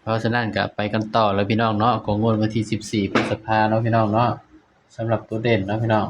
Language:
Northeastern Thai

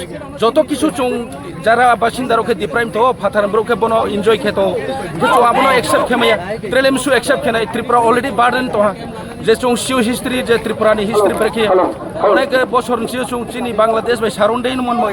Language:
Riang (India)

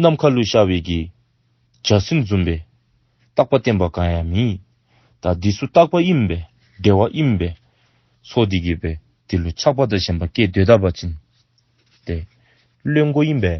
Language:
Dzongkha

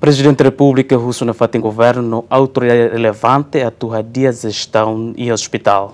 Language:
Tetum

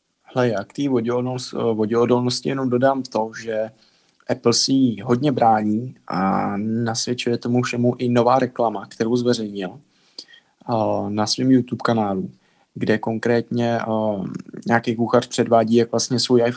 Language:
Czech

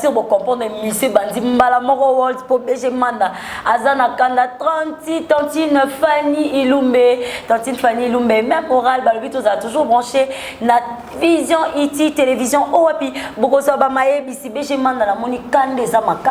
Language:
Lingala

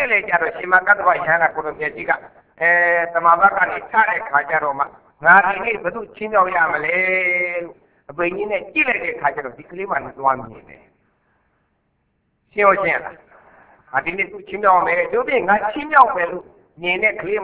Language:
Burmese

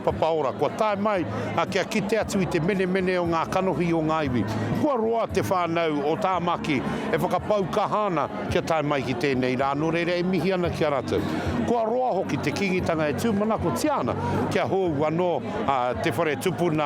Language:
Māori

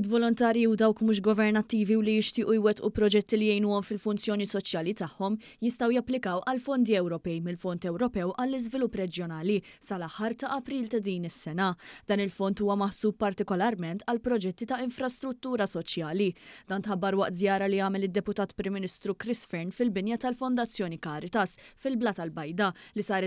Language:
Maltese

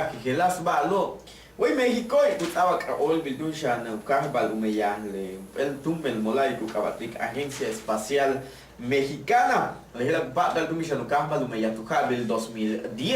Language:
Yucateco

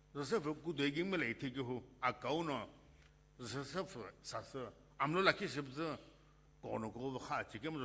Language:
Sumi Naga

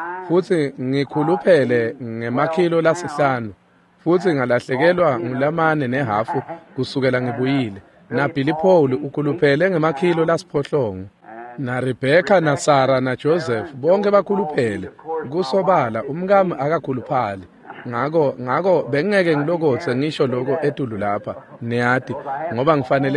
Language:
Swati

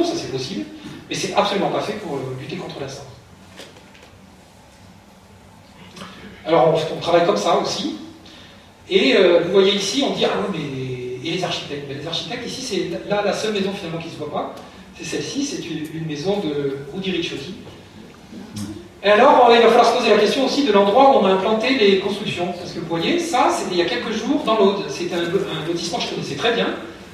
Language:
French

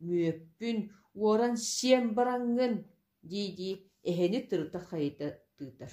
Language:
Yakut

